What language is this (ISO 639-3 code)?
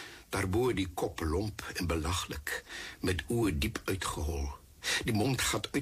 afr